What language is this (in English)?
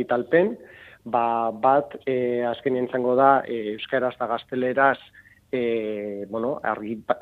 Basque